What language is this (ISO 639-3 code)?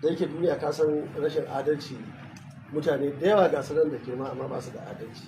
hau